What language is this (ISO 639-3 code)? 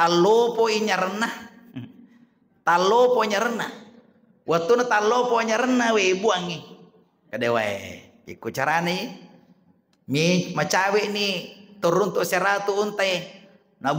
bug